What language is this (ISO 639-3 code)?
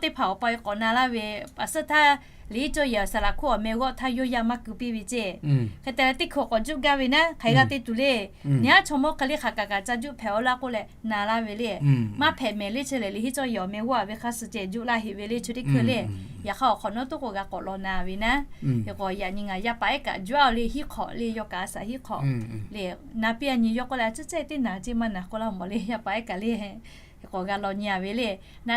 lhu